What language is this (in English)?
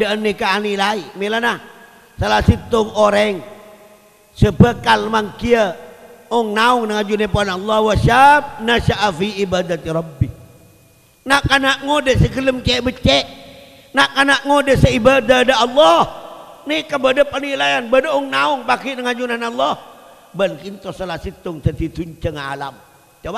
Madurese